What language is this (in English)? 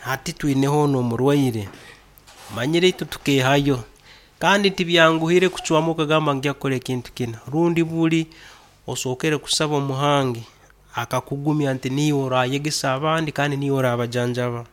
Nyankole